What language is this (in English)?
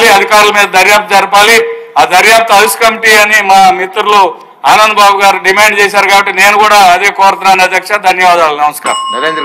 Telugu